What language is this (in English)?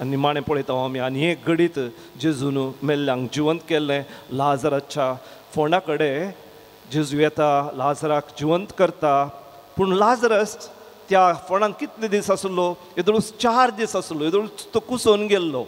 Konkani